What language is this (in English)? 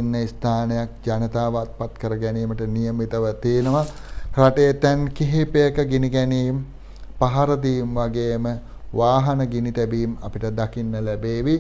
Sinhala